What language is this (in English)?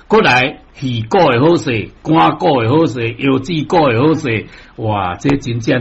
Min Nan Chinese